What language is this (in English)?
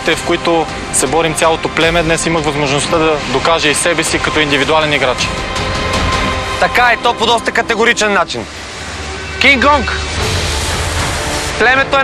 Bulgarian